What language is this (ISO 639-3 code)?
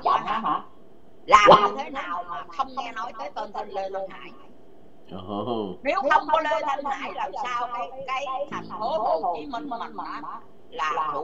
vie